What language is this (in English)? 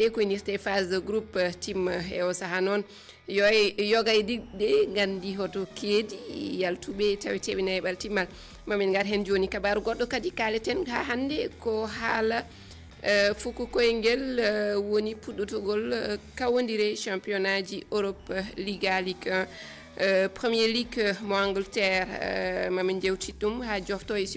Fula